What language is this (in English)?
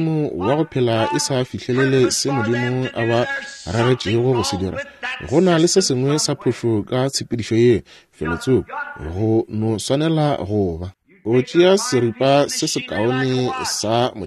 Northern Sotho